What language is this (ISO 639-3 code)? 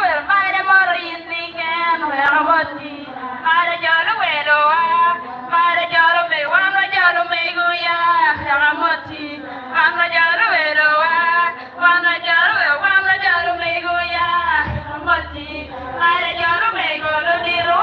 ach